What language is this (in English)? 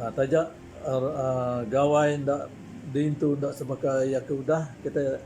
Iban